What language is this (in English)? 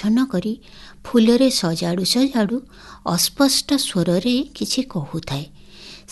Odia